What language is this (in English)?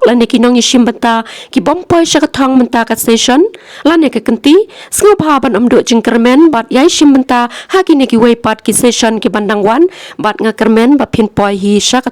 Khasi